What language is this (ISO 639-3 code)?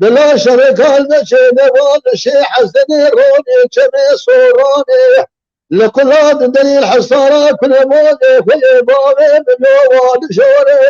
kur